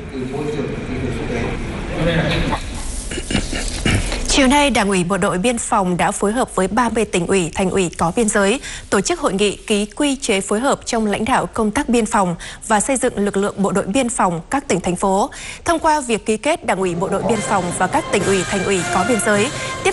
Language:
Vietnamese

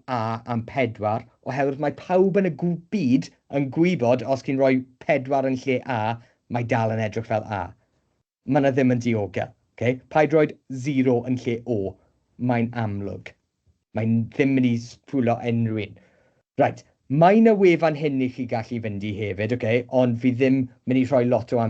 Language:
Welsh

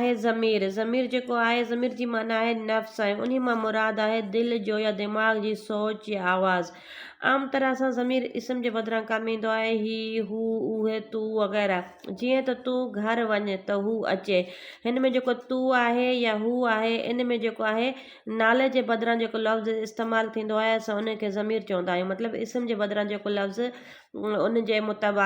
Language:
Sindhi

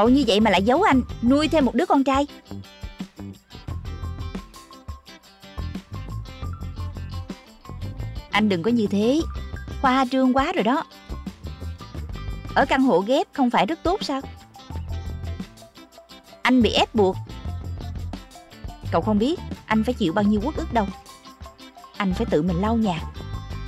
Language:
Vietnamese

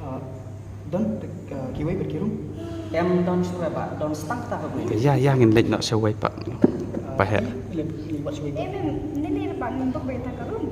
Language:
Khasi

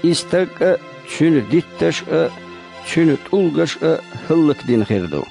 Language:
Chechen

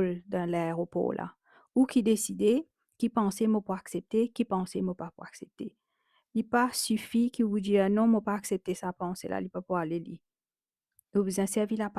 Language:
Morisyen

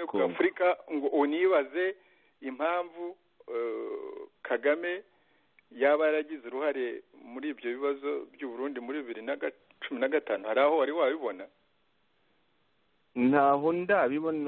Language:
Kinyarwanda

